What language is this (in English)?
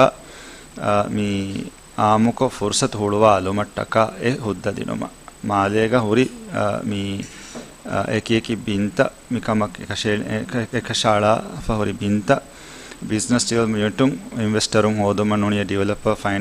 Divehi